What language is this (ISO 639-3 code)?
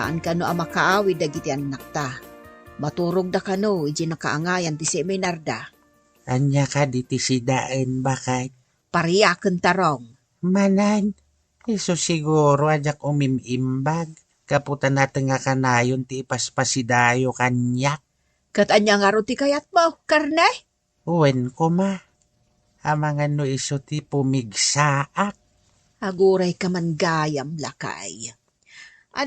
ilo